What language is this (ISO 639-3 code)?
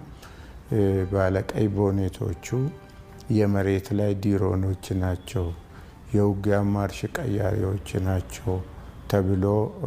amh